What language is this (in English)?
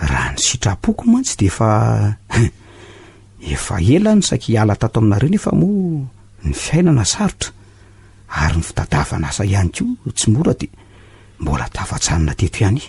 Malagasy